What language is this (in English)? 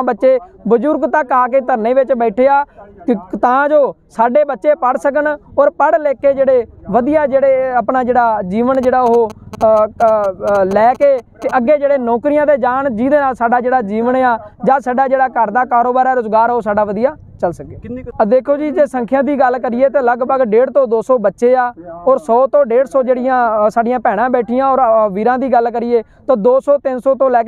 Punjabi